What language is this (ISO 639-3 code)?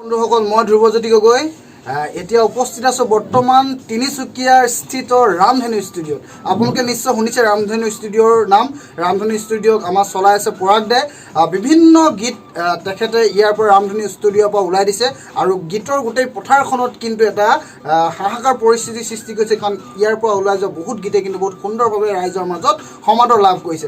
asm